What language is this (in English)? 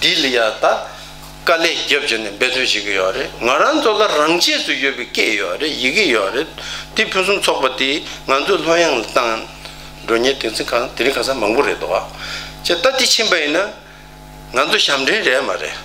Tibetan